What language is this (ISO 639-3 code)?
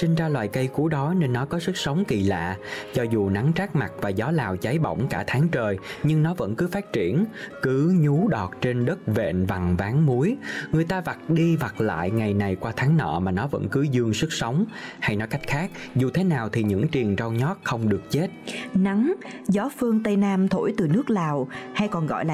vie